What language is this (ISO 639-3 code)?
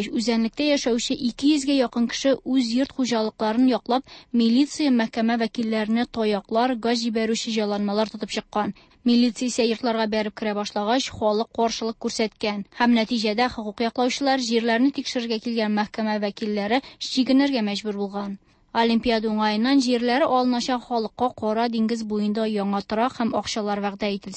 tat